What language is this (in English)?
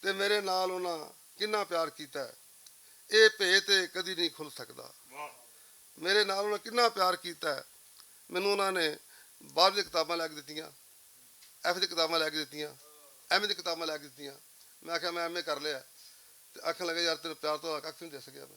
Western Panjabi